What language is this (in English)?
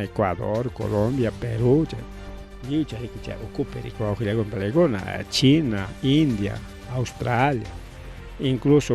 Ayacucho Quechua